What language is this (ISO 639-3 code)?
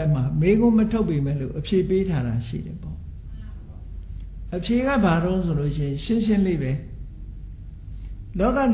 mya